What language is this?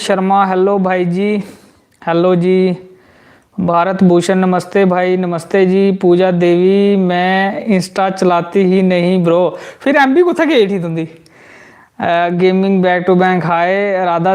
Dogri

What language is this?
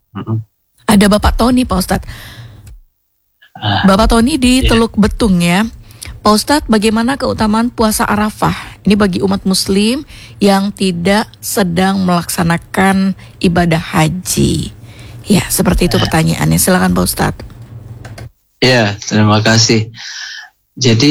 Indonesian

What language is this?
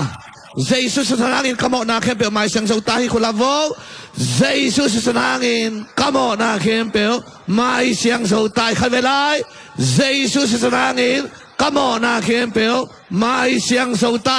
Tedim Chin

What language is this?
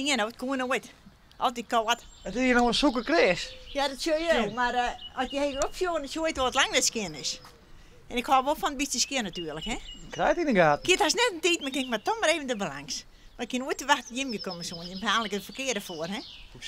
Western Frisian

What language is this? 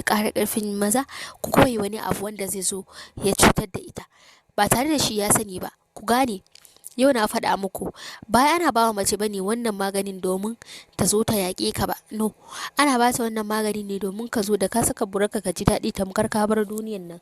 Hausa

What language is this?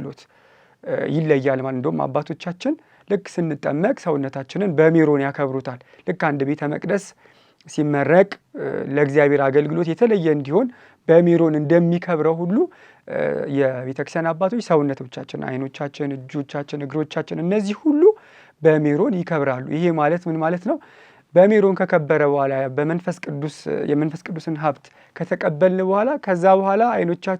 Amharic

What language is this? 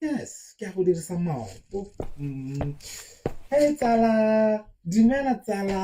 Tswana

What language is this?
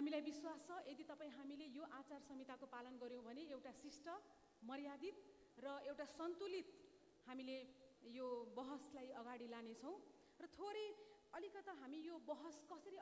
Nepali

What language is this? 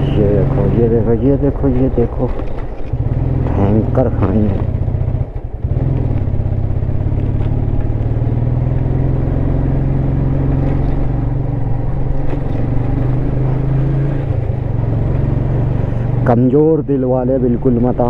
Hindi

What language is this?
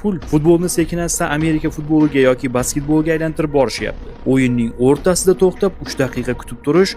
Uzbek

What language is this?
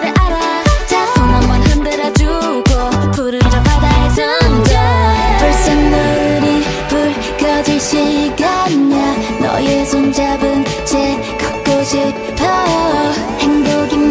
Korean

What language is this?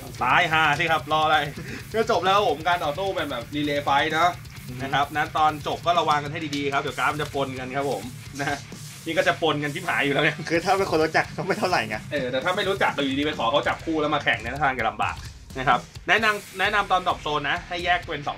Thai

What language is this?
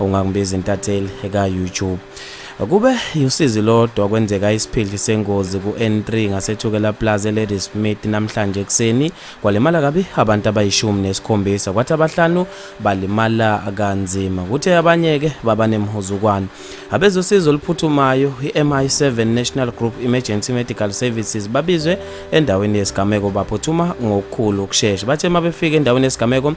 Zulu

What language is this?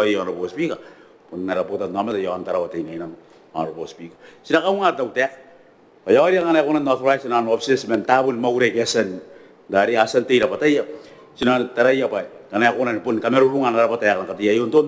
Gilbertese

